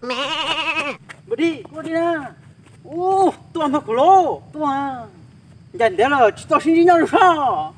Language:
Hmong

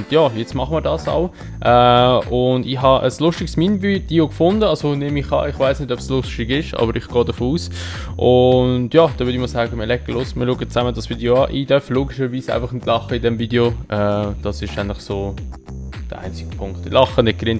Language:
Swiss German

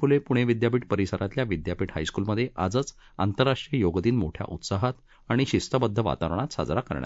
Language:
Marathi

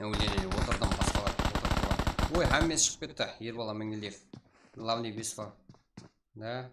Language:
Kara-Kalpak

